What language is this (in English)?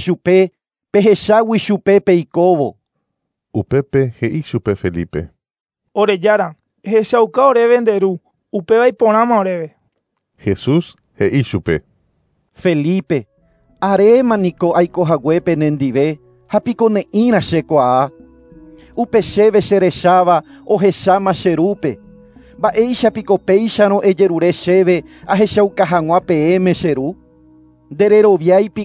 Guarani